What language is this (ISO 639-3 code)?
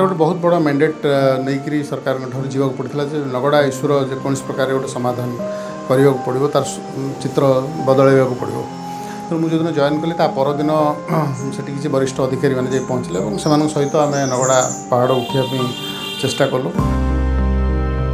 ori